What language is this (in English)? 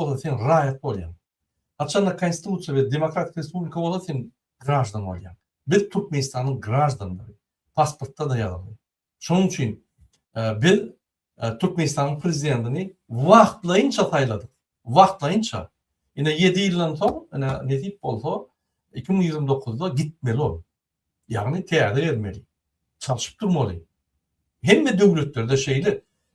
Turkmen